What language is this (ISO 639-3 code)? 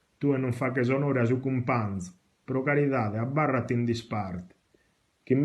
srd